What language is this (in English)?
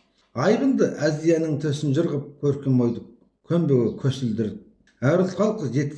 Kazakh